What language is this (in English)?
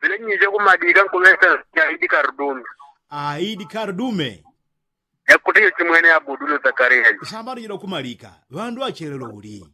Yao